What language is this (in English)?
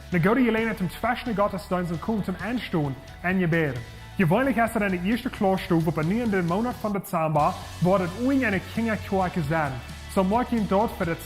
Plautdietsch